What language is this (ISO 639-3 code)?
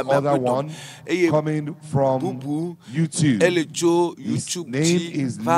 ewe